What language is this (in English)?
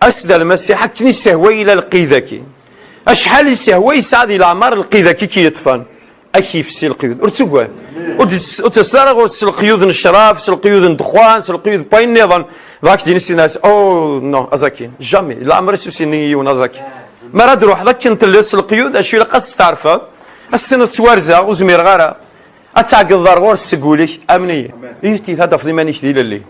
Kabyle